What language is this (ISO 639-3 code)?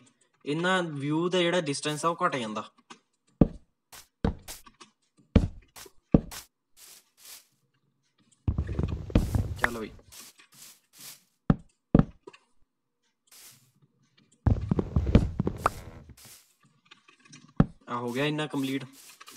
pan